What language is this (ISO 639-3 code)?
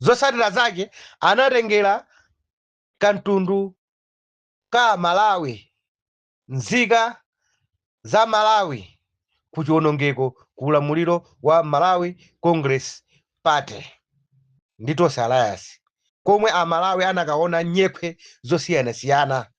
nya